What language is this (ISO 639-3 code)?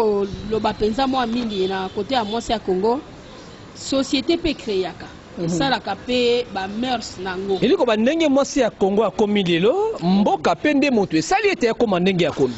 lin